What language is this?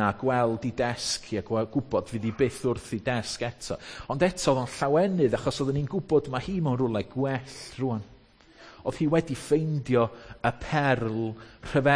Welsh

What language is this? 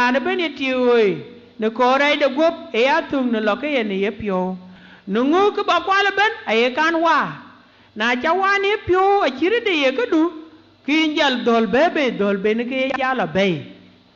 Dinka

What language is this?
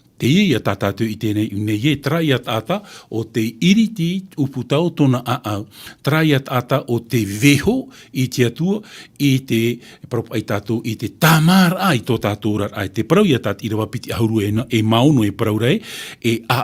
Tahitian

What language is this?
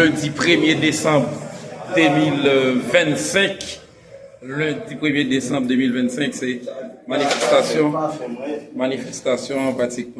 Haitian Creole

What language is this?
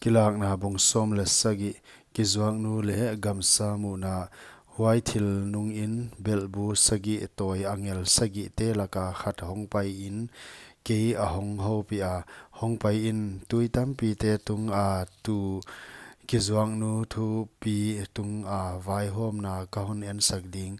Paite Chin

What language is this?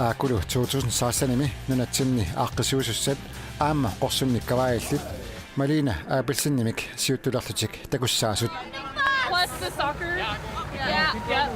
Kalaallisut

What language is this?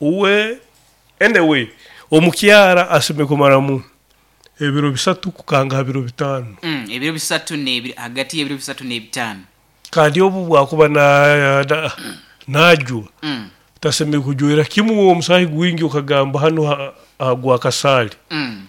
Nyoro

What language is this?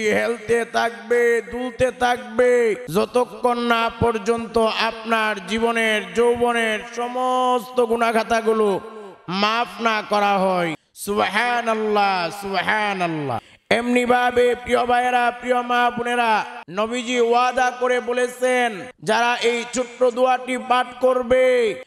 Bangla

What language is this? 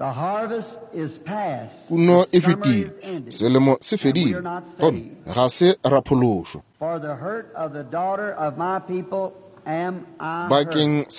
Northern Sotho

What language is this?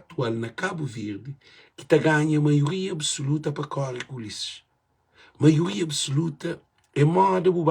Kabuverdianu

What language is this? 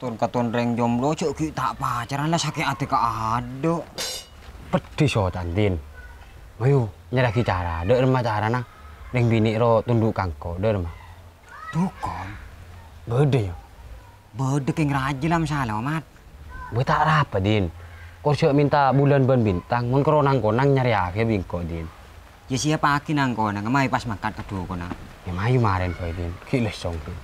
Madurese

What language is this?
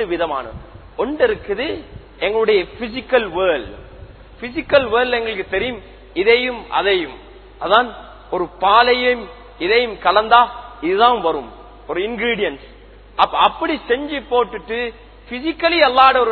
Tamil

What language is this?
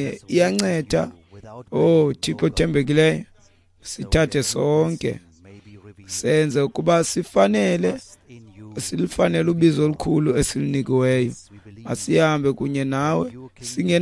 Xhosa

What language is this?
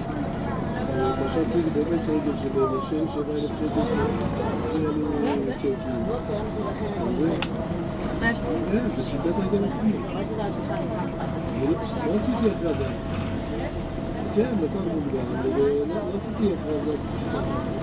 Hebrew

